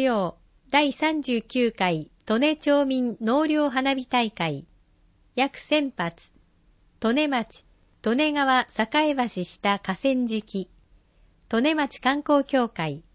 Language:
Japanese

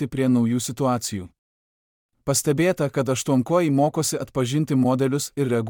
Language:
Lithuanian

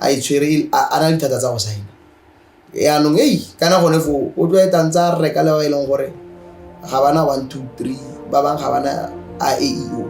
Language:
Tswana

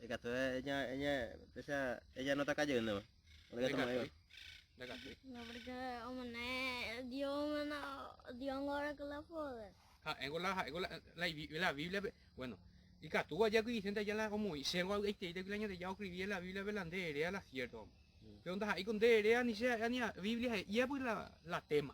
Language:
Guarani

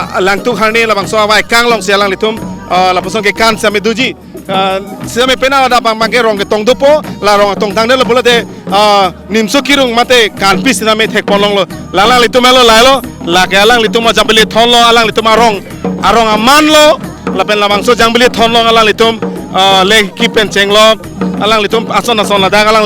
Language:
Karbi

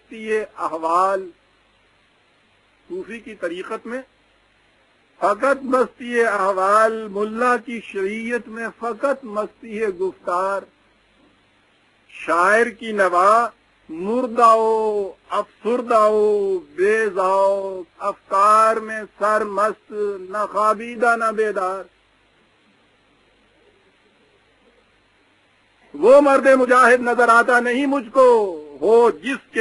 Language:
Urdu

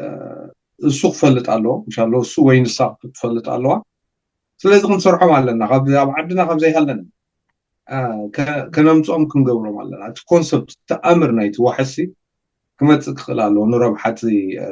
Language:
Tigrinya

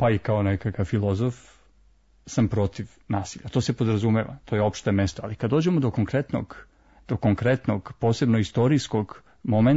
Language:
Serbian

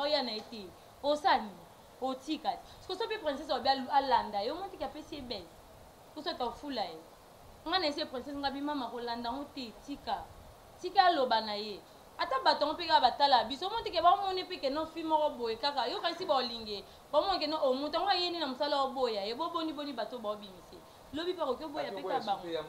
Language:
Lingala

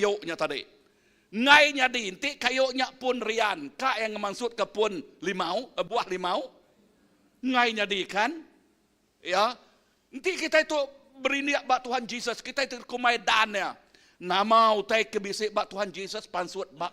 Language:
Iban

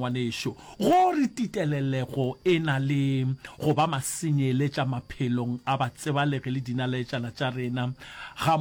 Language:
Northern Sotho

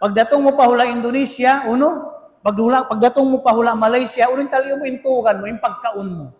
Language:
Tausug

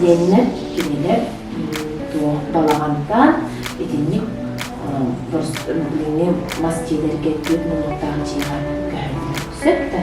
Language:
Yakut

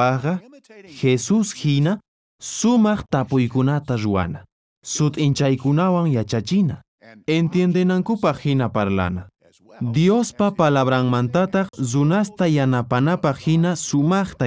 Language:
South Bolivian Quechua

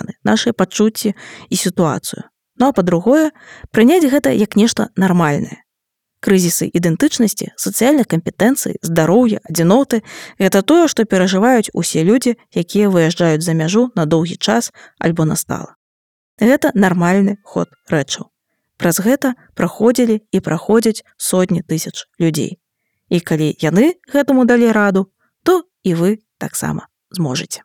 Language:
Belarusian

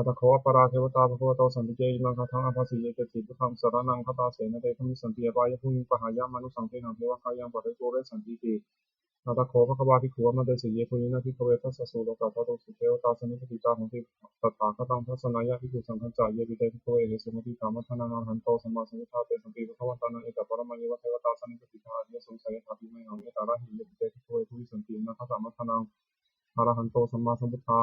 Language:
Pali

